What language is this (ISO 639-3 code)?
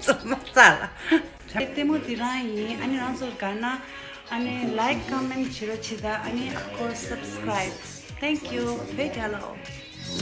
bod